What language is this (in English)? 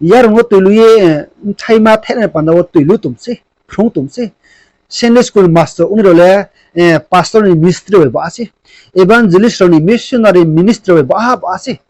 Riang (India)